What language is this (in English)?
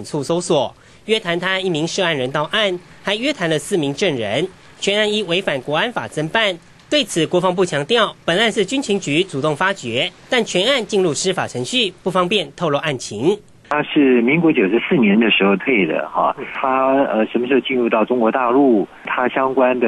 Chinese